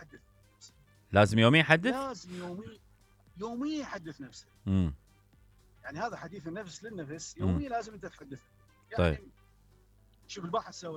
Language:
Mesopotamian Arabic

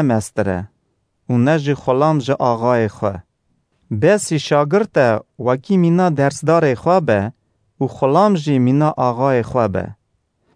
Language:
Kurdish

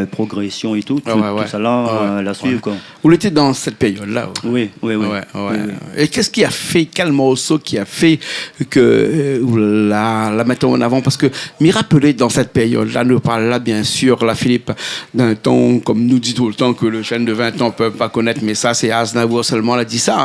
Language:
Réunion Creole French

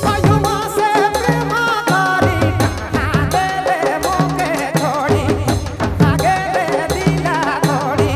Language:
Sadri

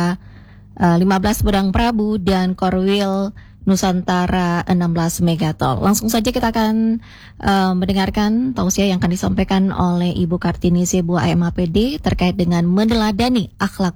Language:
Indonesian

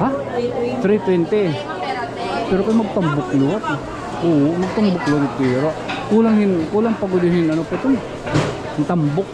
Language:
Waray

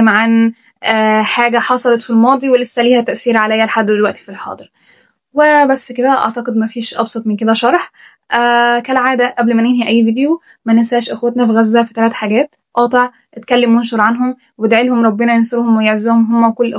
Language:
Egyptian Arabic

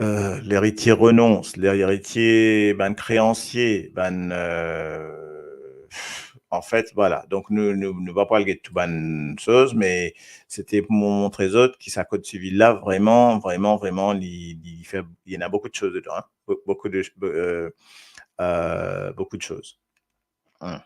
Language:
Morisyen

